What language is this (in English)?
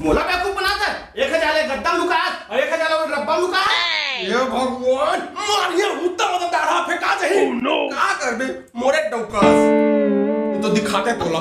Chhattisgarhi